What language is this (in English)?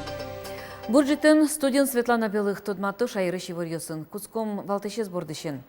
Udmurt